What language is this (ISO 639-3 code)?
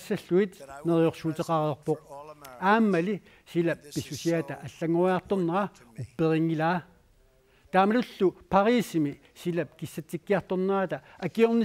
kal